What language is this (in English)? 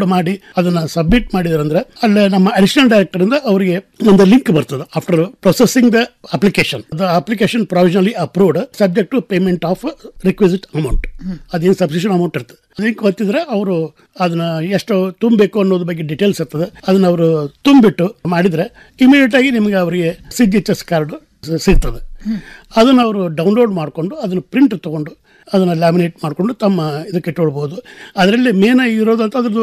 Kannada